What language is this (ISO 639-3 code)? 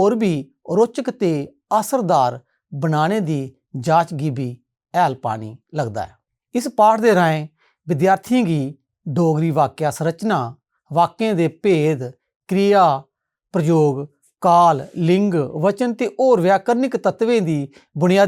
doi